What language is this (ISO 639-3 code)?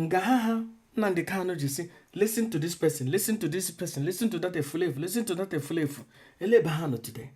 ibo